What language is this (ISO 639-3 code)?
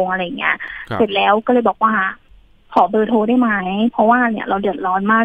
tha